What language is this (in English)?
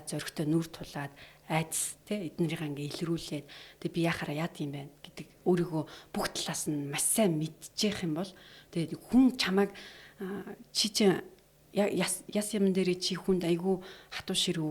Mongolian